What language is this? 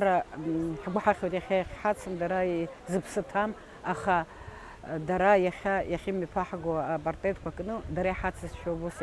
Abkhazian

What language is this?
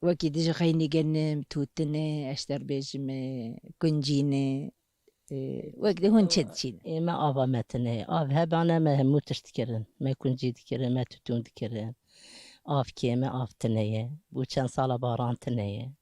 Kurdish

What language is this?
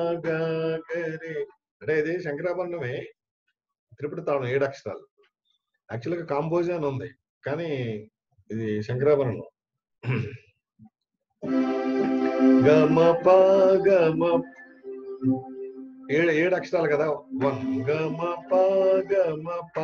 Telugu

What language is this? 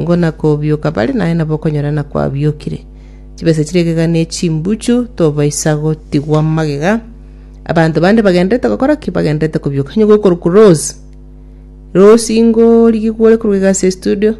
Gusii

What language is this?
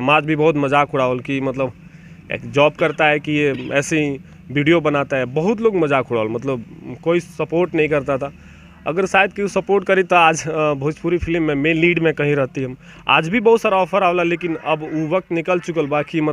Bhojpuri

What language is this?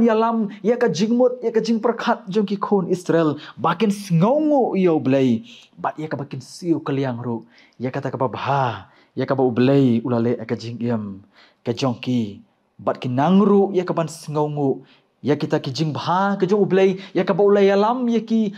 Khasi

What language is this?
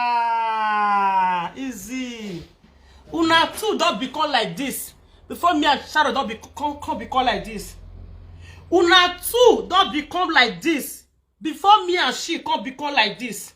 Nigerian Pidgin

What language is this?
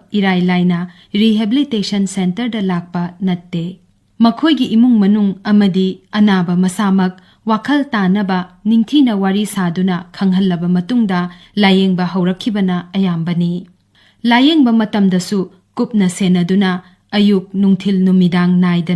Manipuri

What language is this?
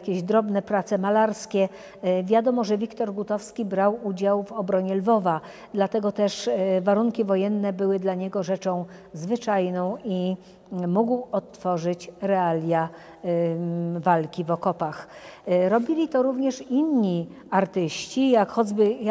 Polish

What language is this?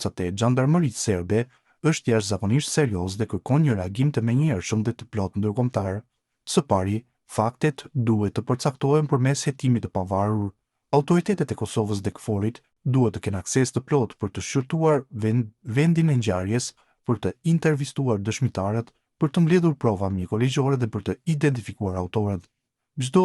Albanian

